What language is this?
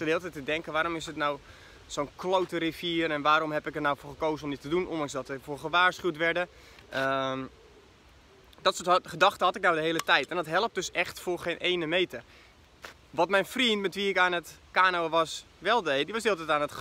Dutch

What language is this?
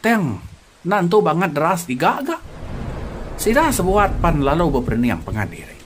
Iban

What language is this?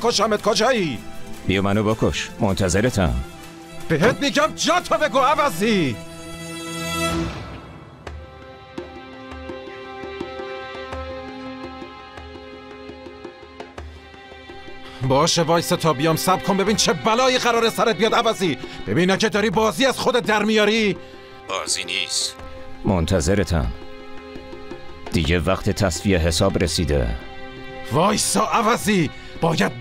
Persian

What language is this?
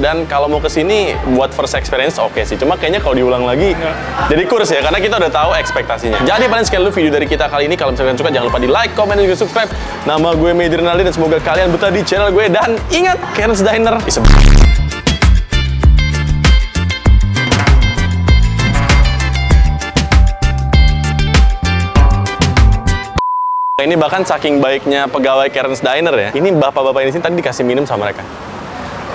Indonesian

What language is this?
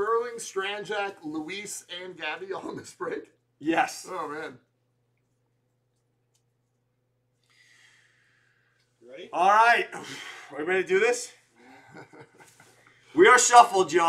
English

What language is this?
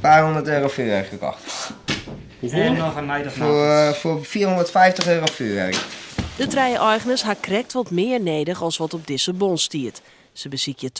Western Frisian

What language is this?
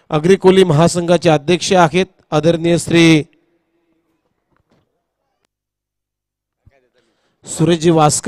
Marathi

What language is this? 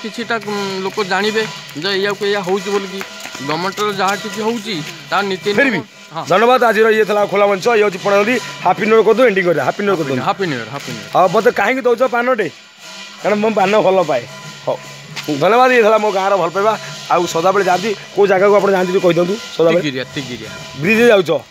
Odia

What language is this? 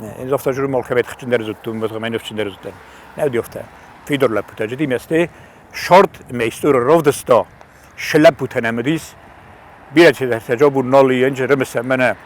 Ossetic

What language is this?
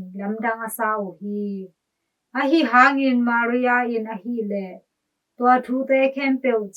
Tedim Chin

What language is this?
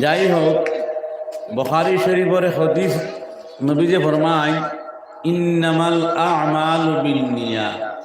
Sylheti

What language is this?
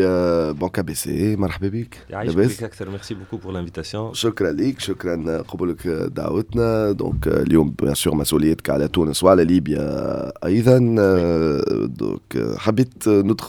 Tunisian Arabic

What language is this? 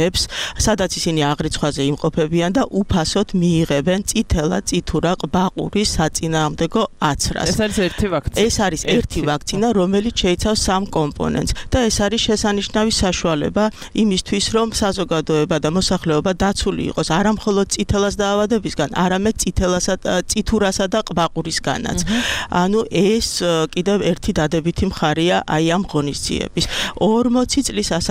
Georgian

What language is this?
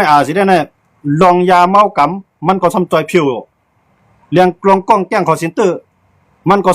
Shan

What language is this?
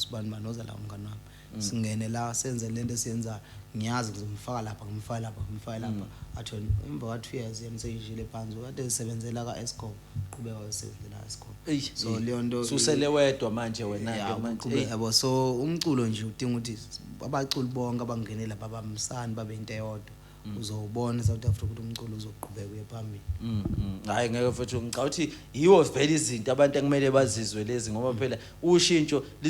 Zulu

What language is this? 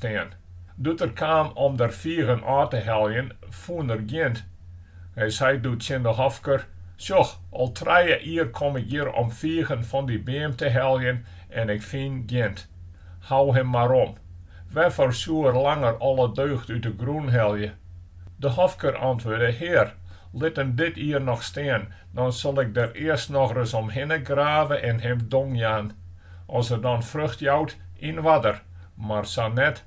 Western Frisian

